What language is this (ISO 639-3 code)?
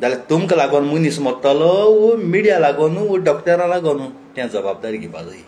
kok